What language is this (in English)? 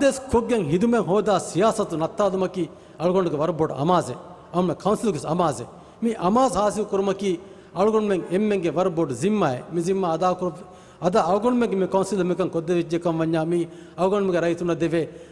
Divehi